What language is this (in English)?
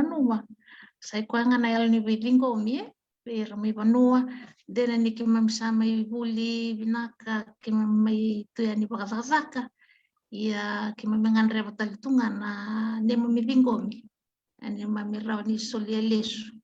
Fijian